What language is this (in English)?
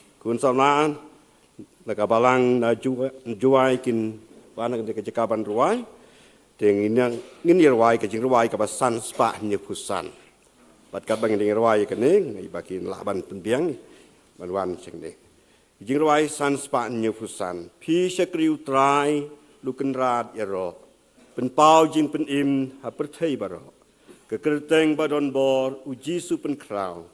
Khasi